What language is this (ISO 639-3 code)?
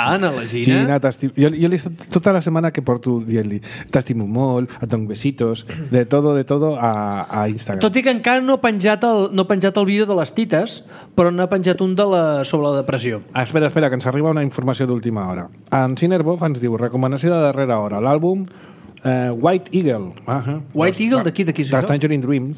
cat